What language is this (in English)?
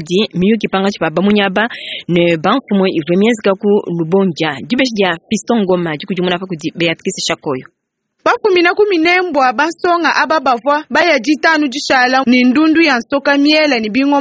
Luba-Lulua